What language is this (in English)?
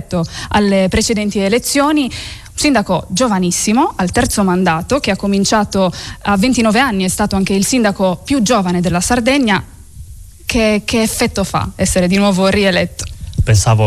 Italian